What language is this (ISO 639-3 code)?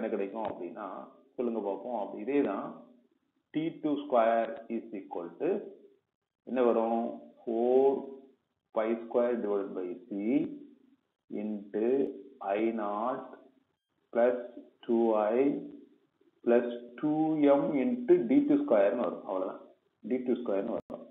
tam